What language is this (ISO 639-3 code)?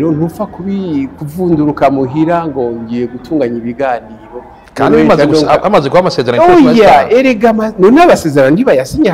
run